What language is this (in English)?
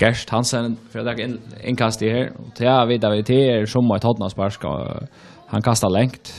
Faroese